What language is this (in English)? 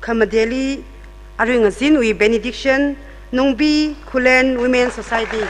Tangkhul Naga (India)